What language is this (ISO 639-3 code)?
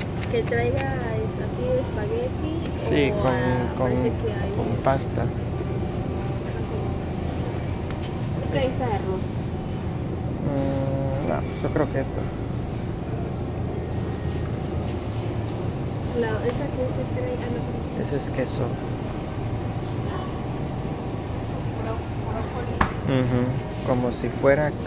spa